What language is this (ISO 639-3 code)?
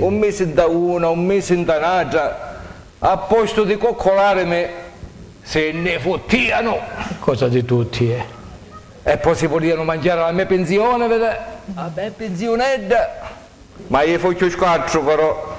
scn